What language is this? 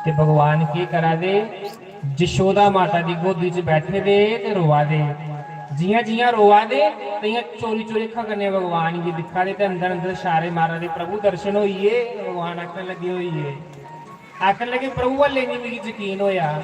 Dogri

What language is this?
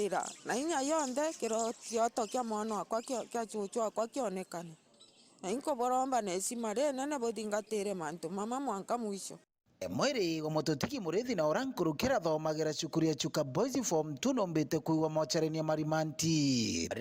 Meru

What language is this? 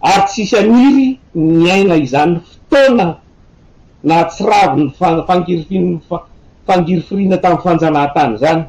Malagasy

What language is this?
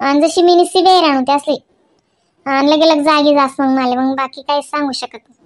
Khandesi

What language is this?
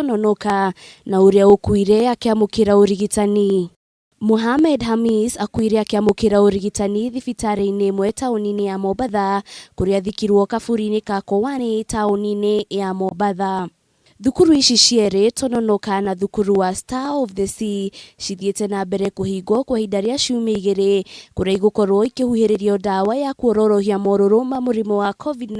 Kikuyu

